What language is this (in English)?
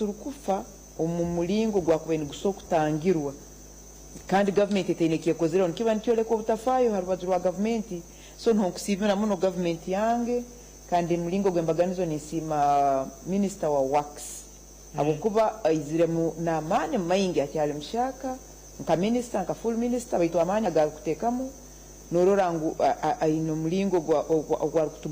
Nyankole